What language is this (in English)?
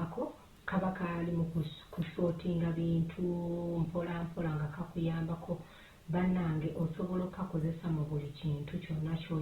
Ganda